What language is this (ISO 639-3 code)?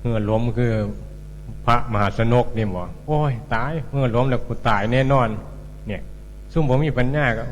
tts